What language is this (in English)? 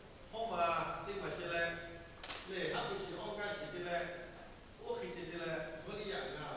Lahu